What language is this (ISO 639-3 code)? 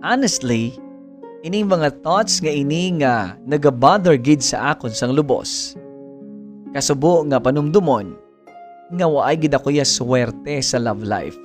hil